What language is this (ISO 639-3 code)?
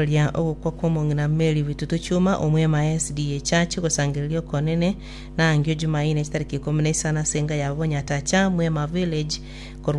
guz